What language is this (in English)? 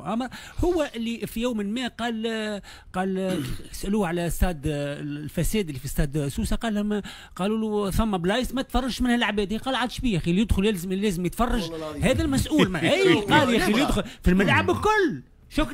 Tunisian Arabic